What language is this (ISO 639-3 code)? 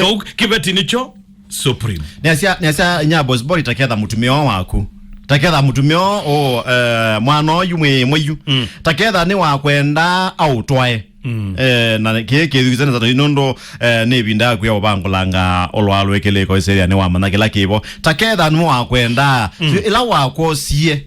kam